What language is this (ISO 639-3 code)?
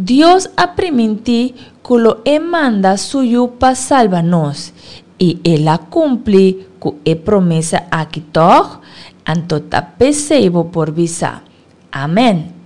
pap